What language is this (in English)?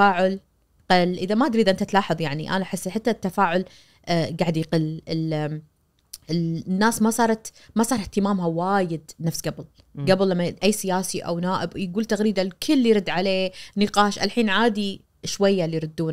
Najdi Arabic